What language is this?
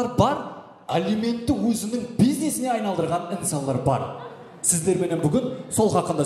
Kara-Kalpak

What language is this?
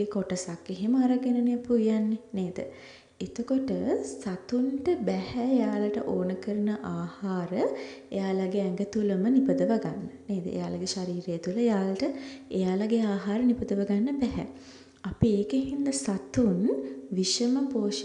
Sinhala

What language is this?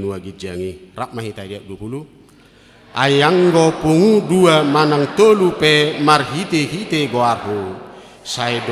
Batak Toba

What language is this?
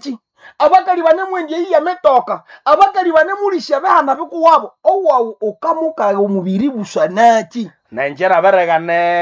Nande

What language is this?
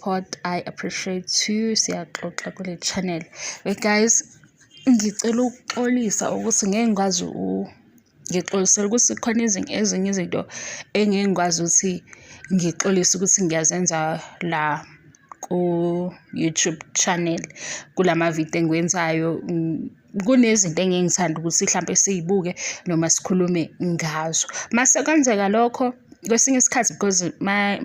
Zulu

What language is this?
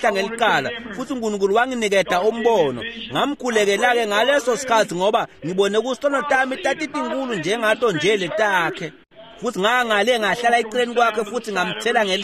Swati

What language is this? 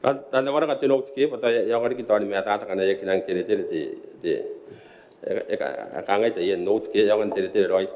Gilbertese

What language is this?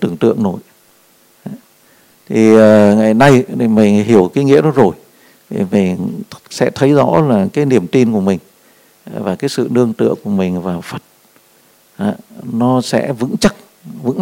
Vietnamese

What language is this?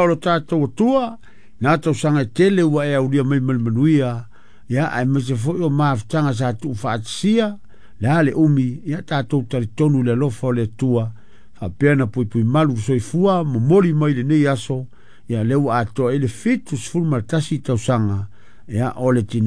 Samoan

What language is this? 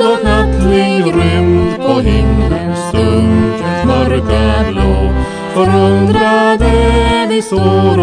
Swedish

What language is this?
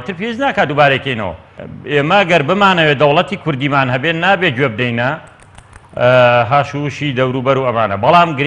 Central Kurdish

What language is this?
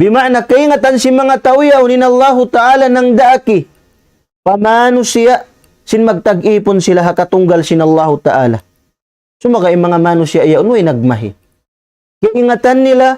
Tausug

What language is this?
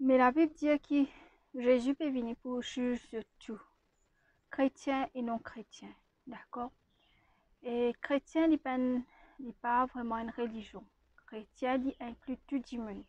Morisyen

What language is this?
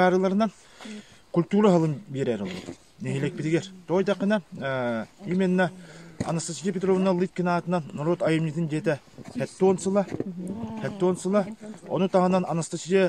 Yakut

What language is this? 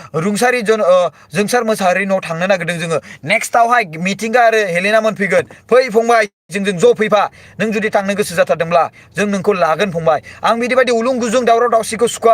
Bodo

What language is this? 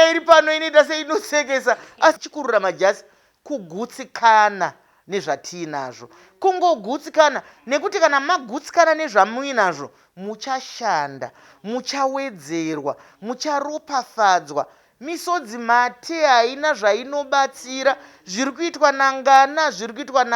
Shona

